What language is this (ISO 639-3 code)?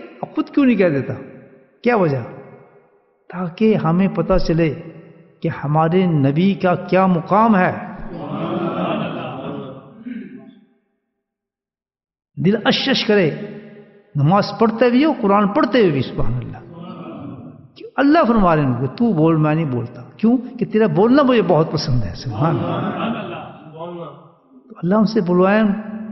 urd